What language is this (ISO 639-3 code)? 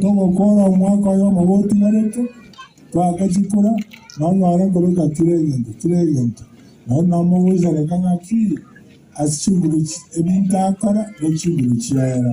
guz